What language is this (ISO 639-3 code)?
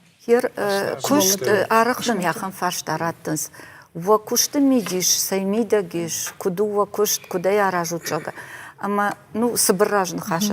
oss